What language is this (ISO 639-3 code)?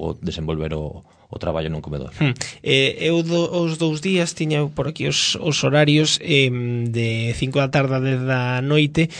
glg